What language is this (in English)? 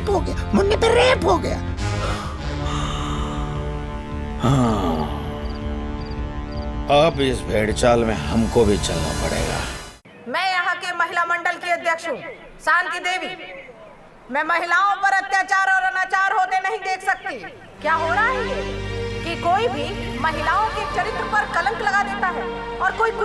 Hindi